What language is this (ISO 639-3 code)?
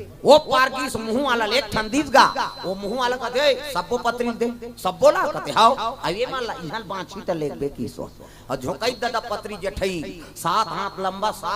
hne